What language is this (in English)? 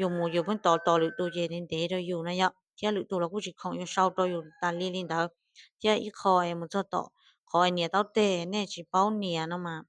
Hmong